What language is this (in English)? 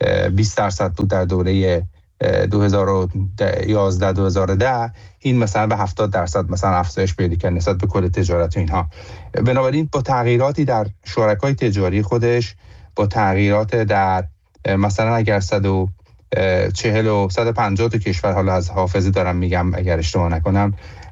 Persian